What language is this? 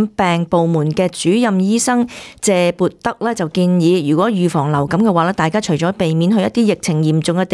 Cantonese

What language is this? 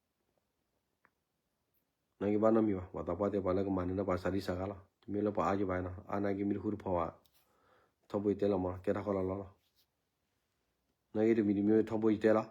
S'gaw Karen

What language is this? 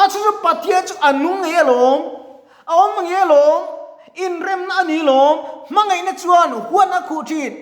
Mizo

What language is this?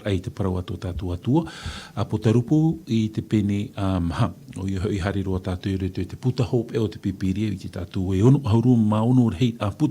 Tahitian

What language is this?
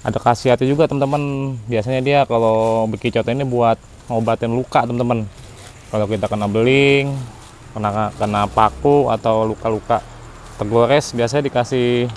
Betawi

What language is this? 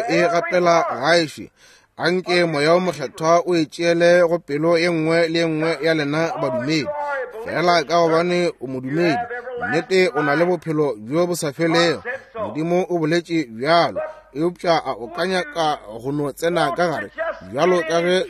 Northern Sotho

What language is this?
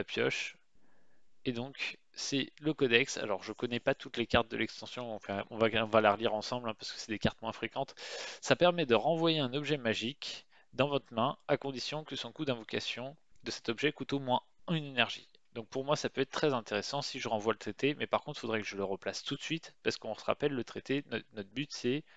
French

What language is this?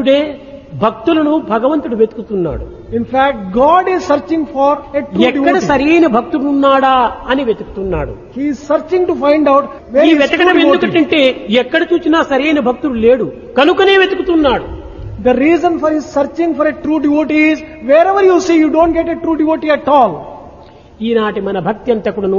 Telugu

